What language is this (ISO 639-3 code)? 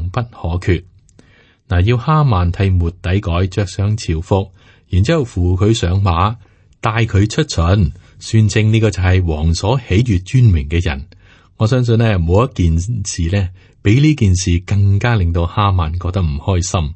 yue